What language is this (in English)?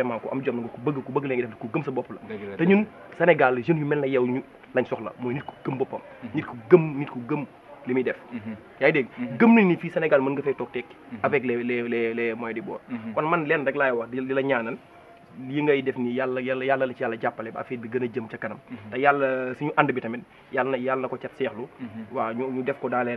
Wolof